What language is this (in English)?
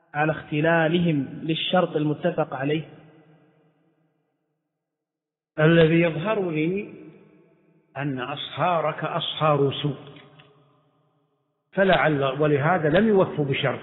Arabic